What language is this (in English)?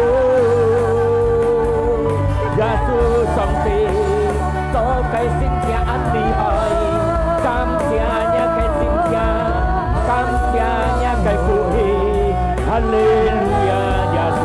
Hakka Chinese